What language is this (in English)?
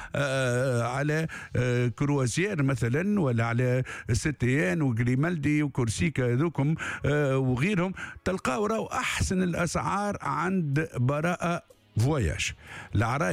Tunisian Arabic